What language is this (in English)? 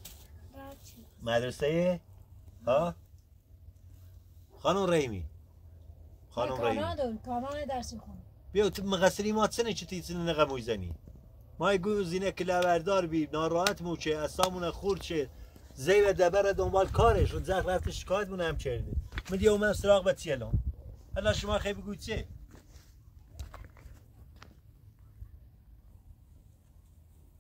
Persian